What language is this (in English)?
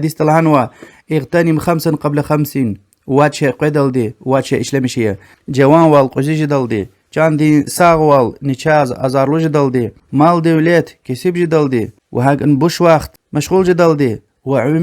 Lezghian